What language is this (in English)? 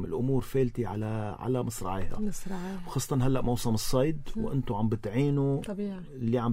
North Levantine Arabic